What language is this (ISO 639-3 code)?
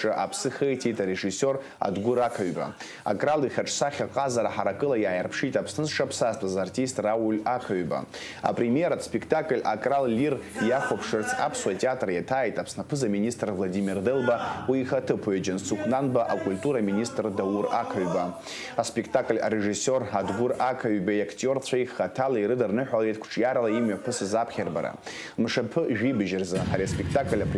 abk